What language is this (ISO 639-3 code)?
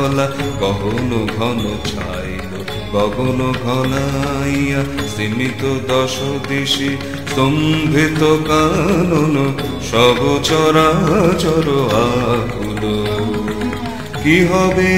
ben